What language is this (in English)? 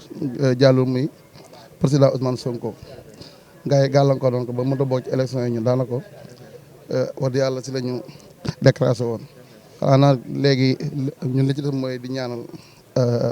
Wolof